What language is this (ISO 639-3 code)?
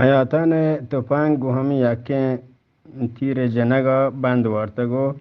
bgp